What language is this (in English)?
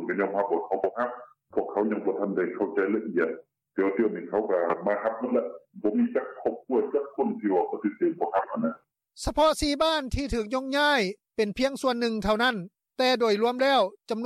Lao